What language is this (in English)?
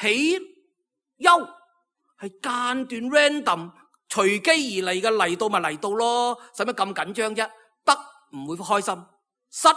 Cantonese